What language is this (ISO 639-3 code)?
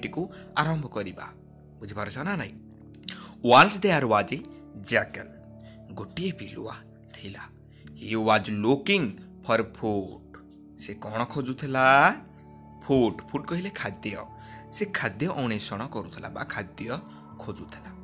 ori